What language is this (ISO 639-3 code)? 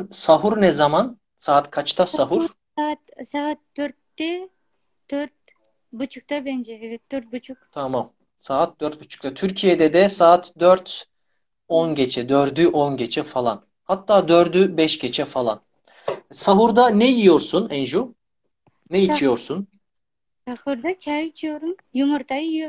tur